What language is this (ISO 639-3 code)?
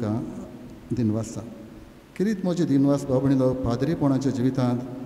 kok